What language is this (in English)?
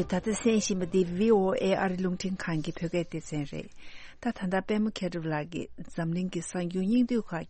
Tibetan